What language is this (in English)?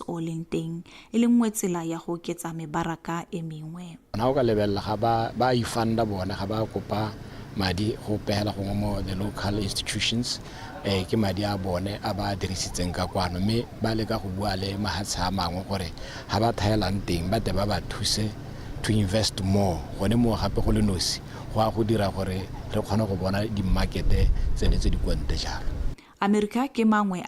Tswana